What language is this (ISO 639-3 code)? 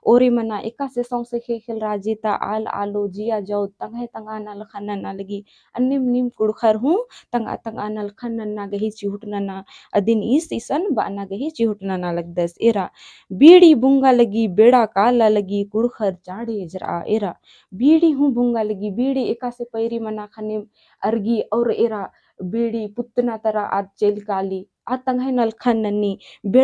kru